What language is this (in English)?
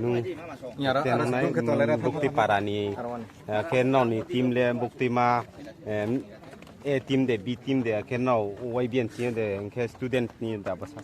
Riang (India)